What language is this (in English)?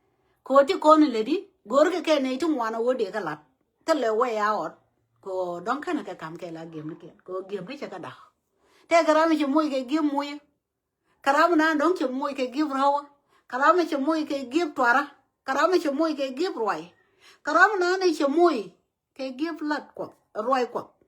Nuer